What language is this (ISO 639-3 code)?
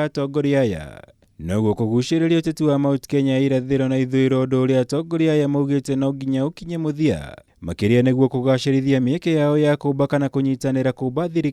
kik